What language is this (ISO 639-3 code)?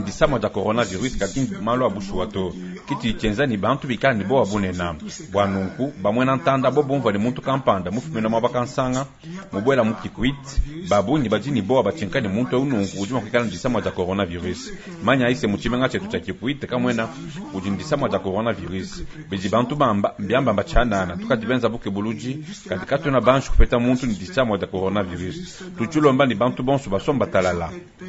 lua